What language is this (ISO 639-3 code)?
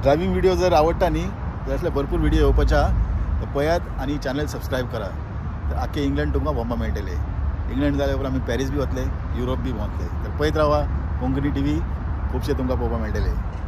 kok